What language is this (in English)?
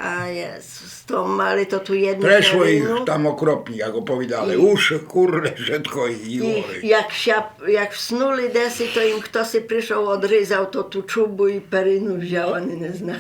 Rusyn